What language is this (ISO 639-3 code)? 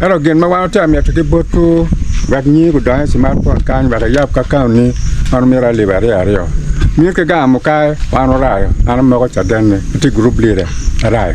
ach